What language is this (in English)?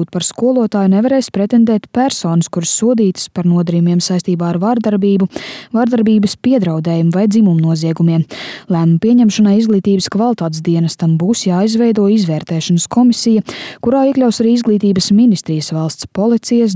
Latvian